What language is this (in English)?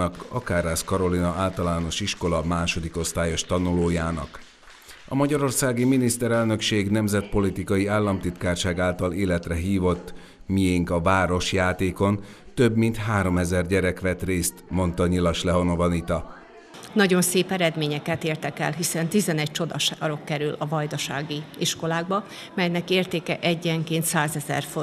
Hungarian